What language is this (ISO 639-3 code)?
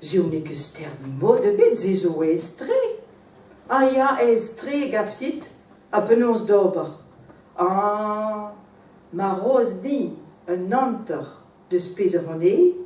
bre